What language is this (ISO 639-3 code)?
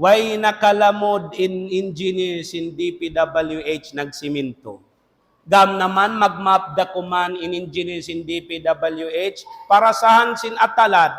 tsg